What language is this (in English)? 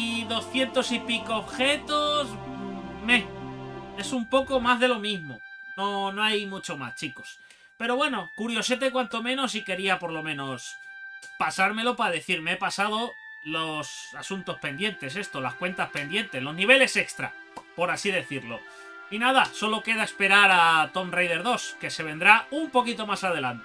Spanish